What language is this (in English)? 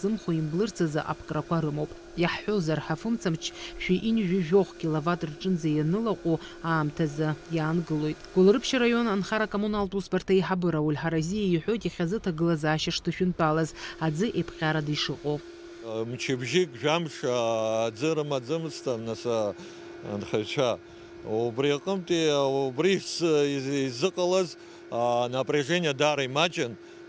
Abkhazian